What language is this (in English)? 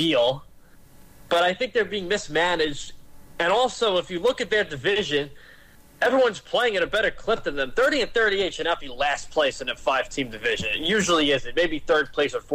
English